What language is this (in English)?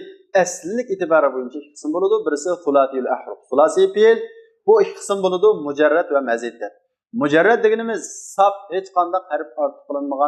Uyghur